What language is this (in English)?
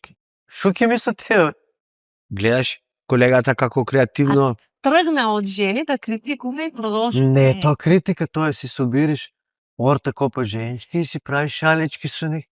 Macedonian